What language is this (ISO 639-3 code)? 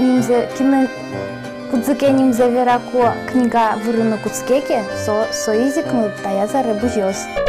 udm